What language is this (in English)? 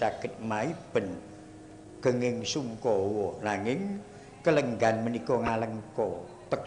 Javanese